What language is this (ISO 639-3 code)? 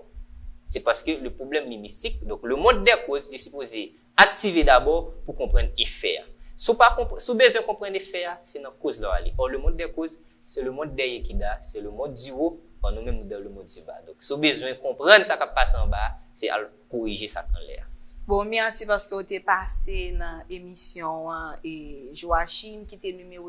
hat